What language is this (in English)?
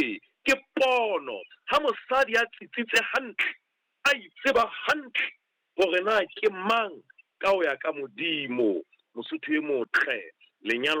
Southern Sotho